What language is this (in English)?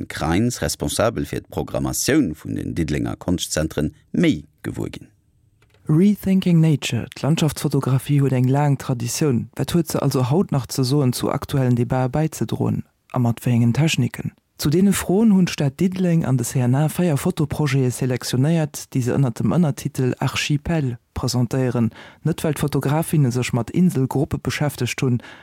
Luxembourgish